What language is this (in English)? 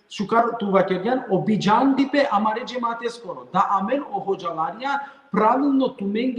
Balkan Romani